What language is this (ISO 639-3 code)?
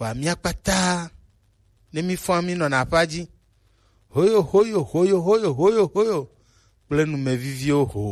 gej